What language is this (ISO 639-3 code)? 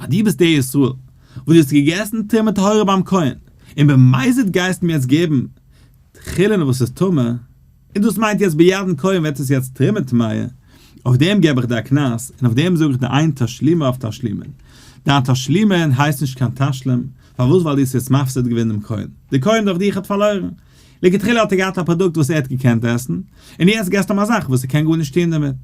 yid